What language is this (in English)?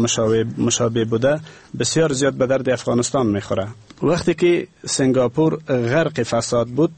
Persian